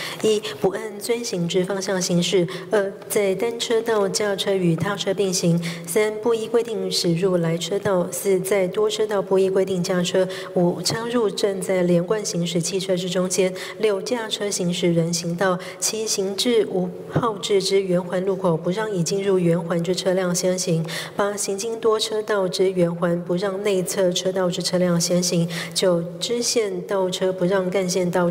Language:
Chinese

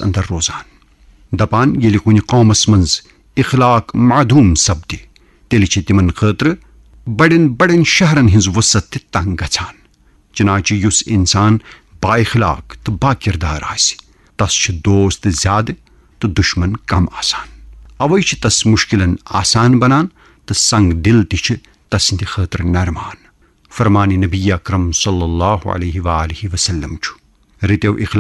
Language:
Kashmiri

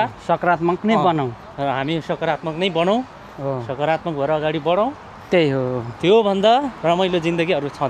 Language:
Nepali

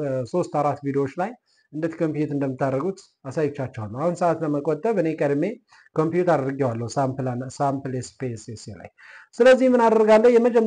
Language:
Amharic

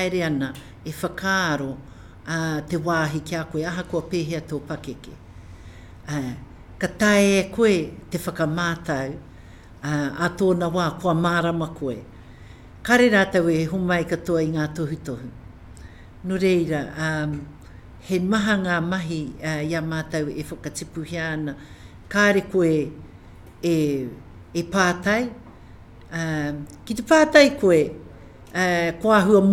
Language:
Māori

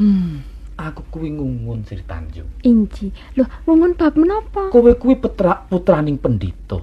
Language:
Javanese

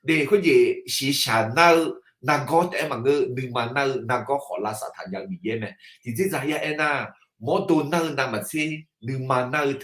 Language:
Akha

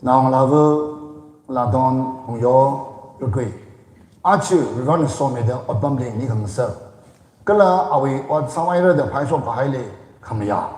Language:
Tangkhul Naga (India)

